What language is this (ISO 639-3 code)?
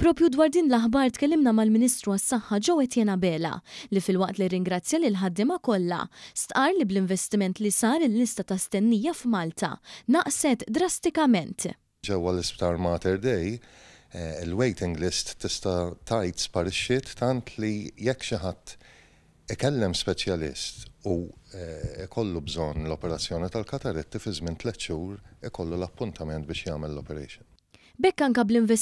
mlt